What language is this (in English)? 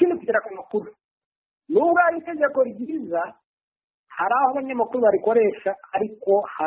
Kinyarwanda